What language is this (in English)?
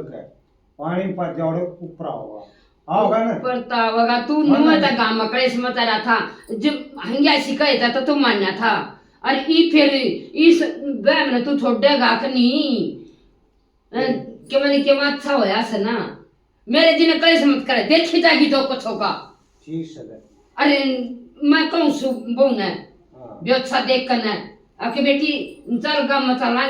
Haryanvi